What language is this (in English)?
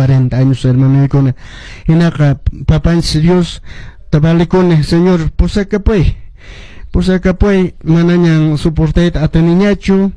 Quechua